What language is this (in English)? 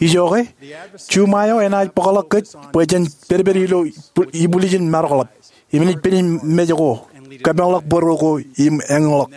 Marshallese